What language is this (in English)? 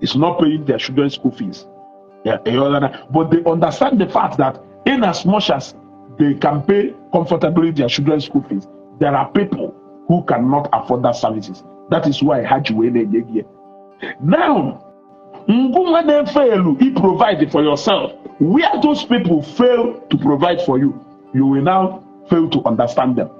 Igbo